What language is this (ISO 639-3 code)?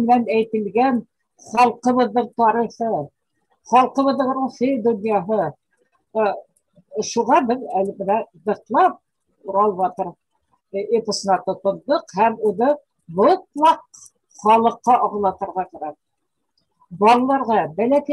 bak